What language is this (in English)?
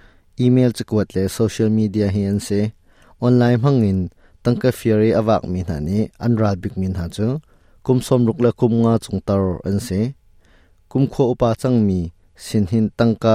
Hakha Chin